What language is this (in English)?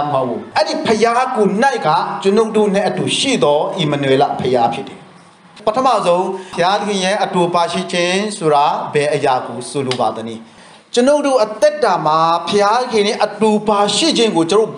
Burmese